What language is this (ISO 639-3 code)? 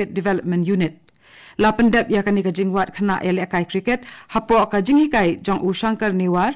kha